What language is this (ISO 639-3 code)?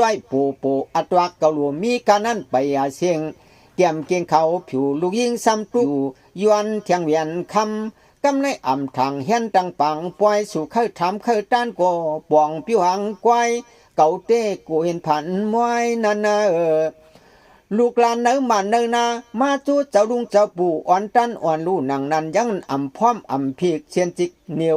shn